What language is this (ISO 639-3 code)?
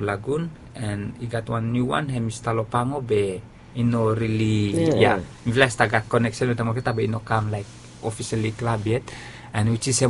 bis